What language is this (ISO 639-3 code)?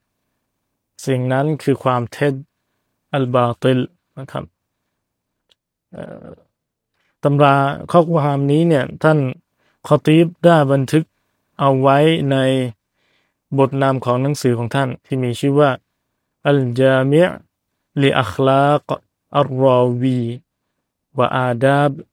tha